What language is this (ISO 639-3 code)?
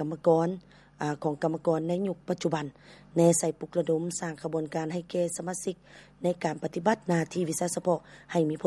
lao